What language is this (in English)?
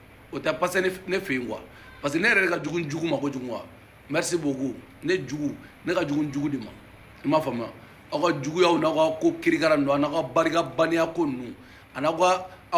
Bambara